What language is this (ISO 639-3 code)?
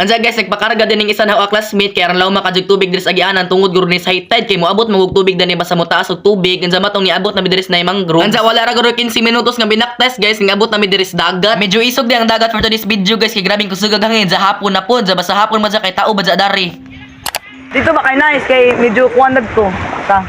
ceb